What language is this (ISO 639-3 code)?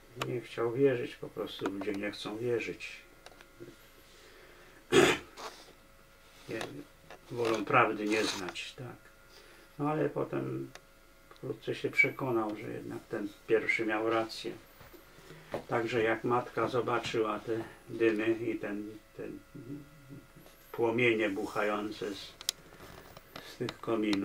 pol